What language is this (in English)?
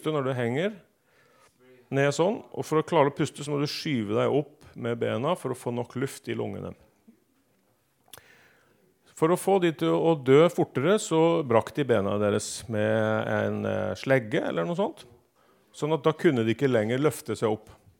Norwegian